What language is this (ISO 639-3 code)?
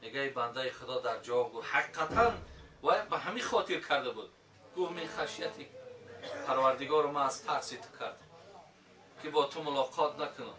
tgk